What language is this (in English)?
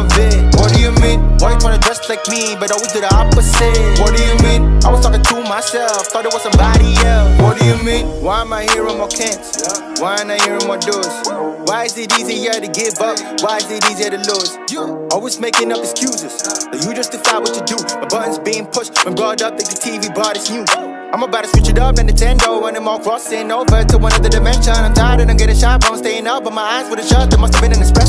English